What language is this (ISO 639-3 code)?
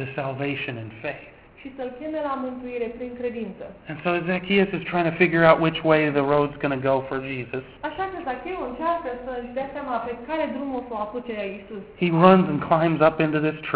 ron